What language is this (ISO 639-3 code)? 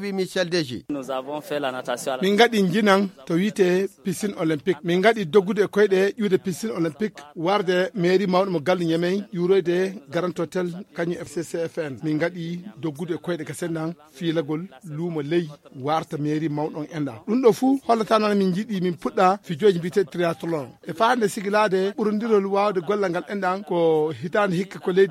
ful